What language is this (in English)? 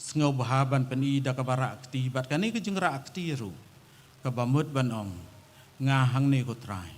Khasi